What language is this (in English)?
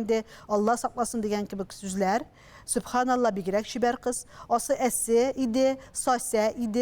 Tatar